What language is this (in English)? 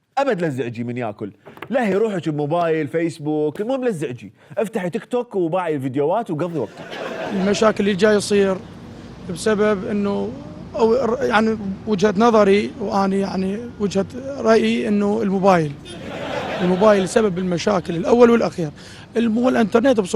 Mesopotamian Arabic